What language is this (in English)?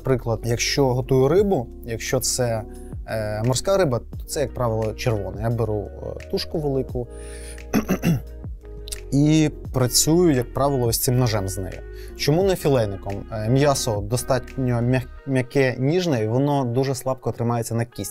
Ukrainian